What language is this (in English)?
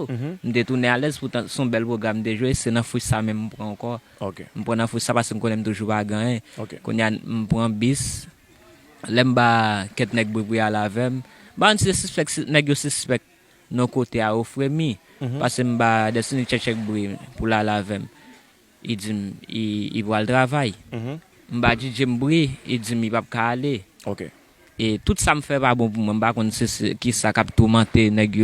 Haitian Creole